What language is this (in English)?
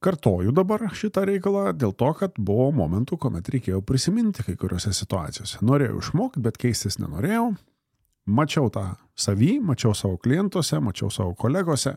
Lithuanian